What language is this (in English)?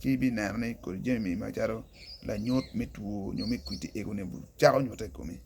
Acoli